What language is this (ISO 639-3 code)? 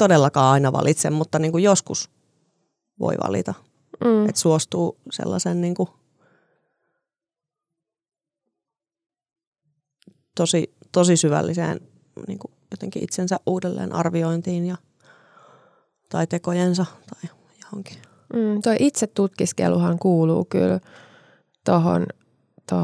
fin